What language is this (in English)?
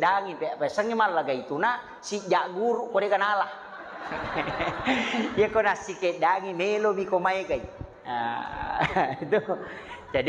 Buginese